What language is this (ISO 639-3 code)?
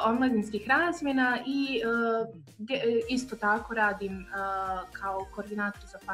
bos